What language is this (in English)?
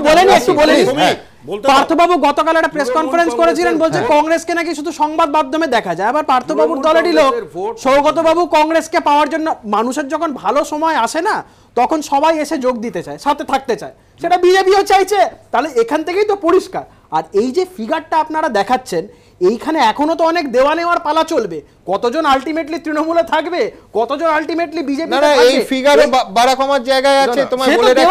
Bangla